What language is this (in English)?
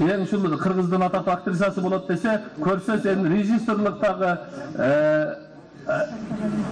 Kyrgyz